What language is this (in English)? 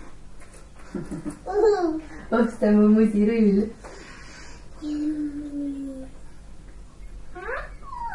Estonian